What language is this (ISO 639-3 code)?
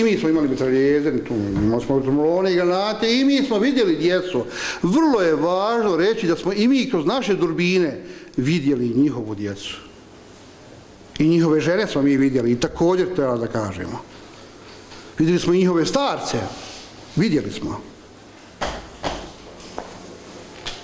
bos